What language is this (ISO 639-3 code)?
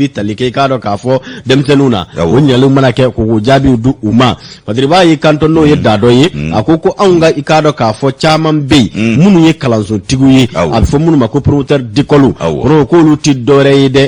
bam